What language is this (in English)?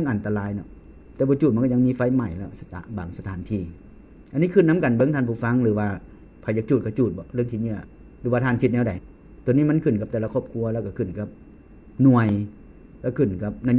Lao